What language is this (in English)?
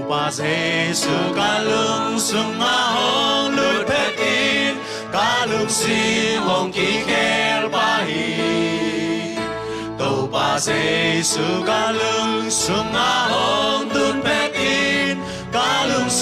Tedim Chin